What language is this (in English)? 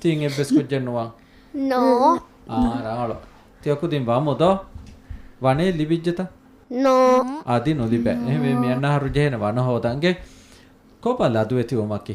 Divehi